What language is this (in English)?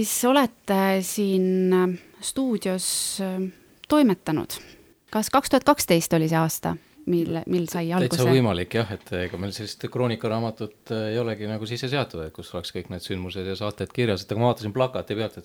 Estonian